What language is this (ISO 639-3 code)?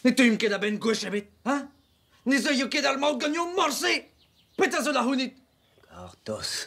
bre